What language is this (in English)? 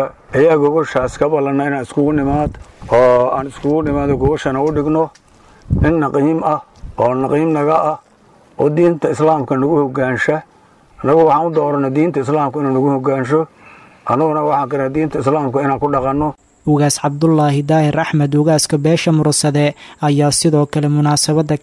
Somali